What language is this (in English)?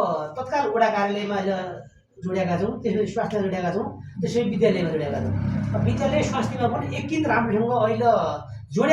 Nepali